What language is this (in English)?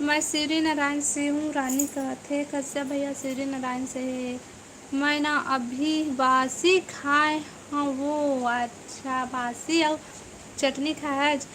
Chhattisgarhi